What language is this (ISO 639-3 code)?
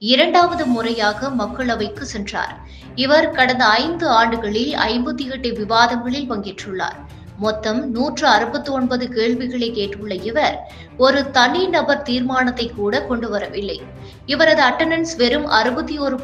tam